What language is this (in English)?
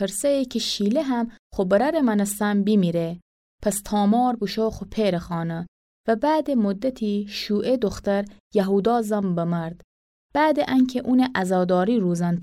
Gilaki